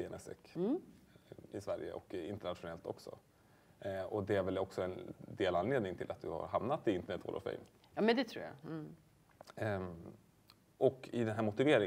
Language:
Swedish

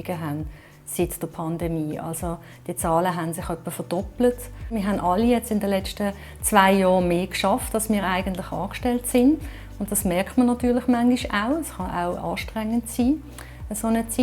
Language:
Swiss German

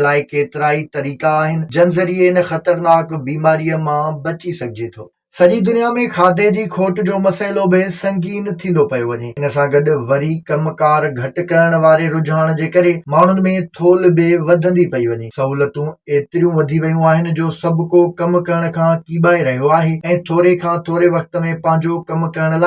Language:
Sindhi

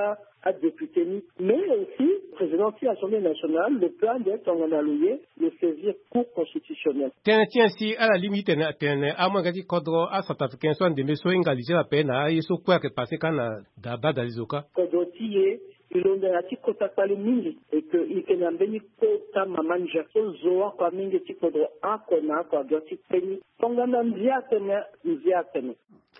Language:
Sango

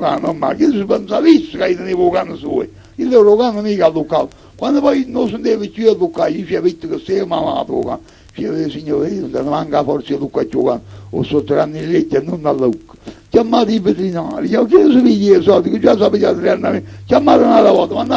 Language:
Neapolitan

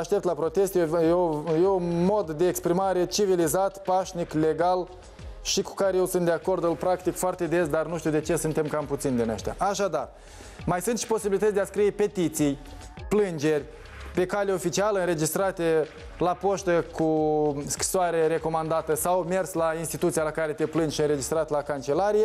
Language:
Romanian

